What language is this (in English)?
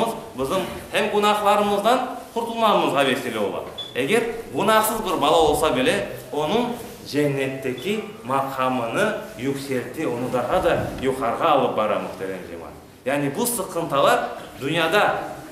Crimean Tatar